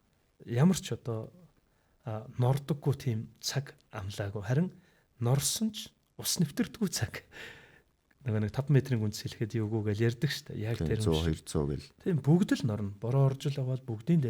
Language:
Mongolian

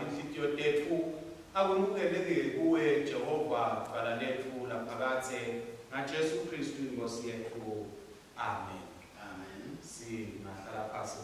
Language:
Swati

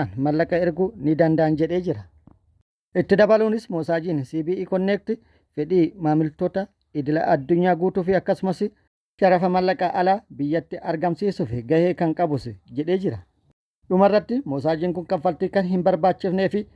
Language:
Oromo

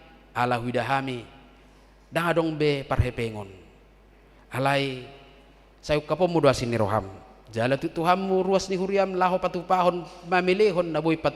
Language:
Batak Toba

